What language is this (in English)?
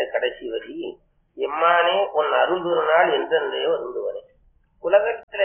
Tamil